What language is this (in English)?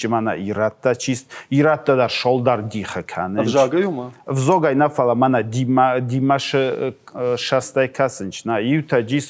Ossetic